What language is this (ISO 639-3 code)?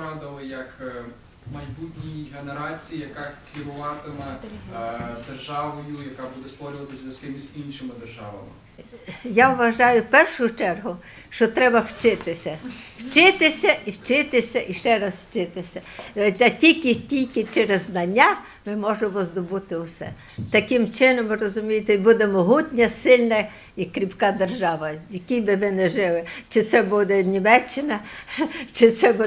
ukr